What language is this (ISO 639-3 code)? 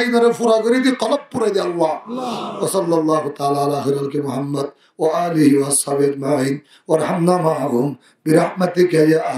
rhg